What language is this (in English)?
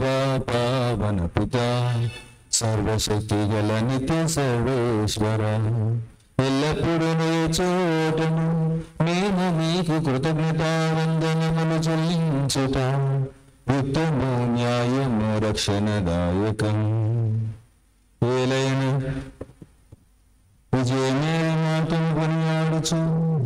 Telugu